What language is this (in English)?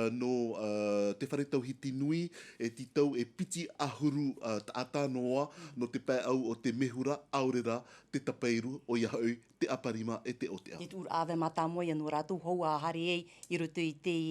Tahitian